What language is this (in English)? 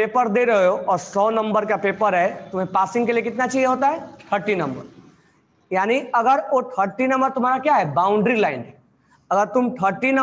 Hindi